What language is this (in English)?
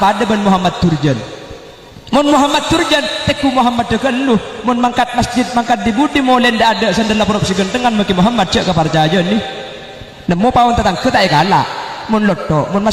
Madurese